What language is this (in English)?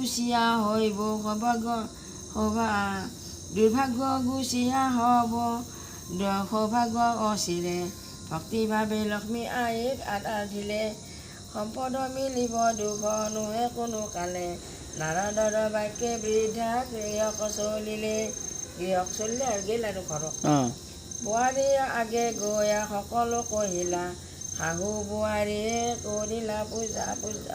Assamese